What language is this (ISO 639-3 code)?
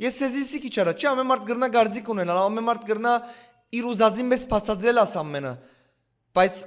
hyw